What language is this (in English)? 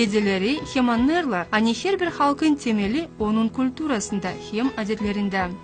Gagauz